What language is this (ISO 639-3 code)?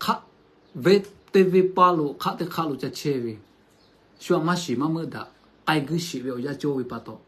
lhu